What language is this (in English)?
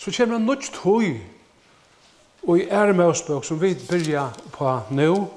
Faroese